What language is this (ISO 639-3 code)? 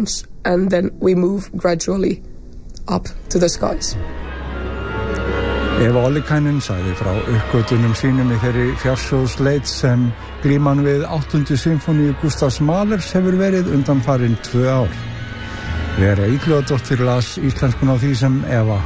isl